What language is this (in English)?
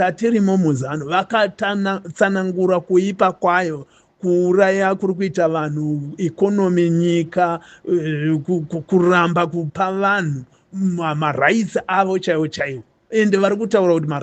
Shona